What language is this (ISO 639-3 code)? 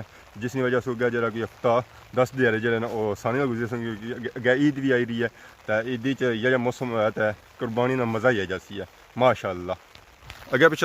phr